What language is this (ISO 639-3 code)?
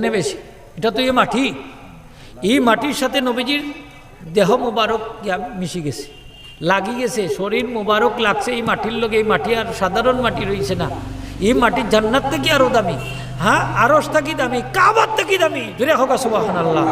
syl